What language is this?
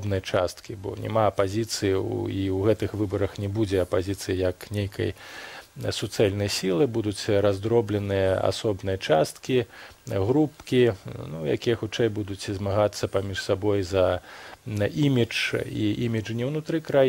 Belarusian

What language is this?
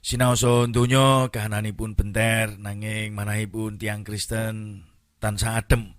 Javanese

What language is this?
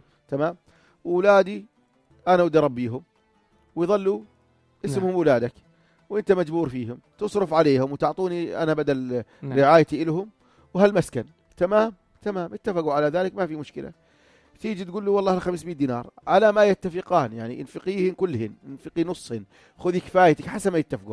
North Levantine Arabic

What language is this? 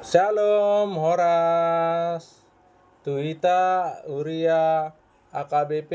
Batak Toba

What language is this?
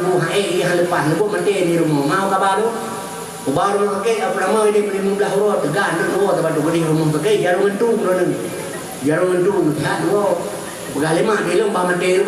Achinese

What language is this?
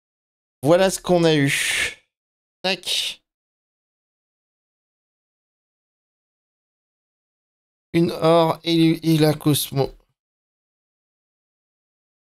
French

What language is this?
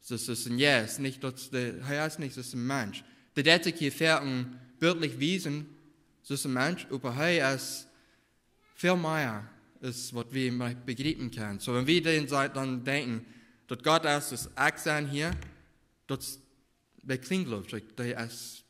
Plautdietsch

